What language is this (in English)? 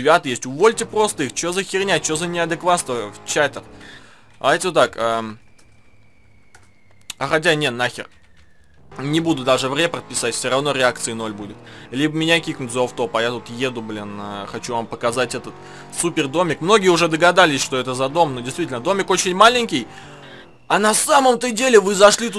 Russian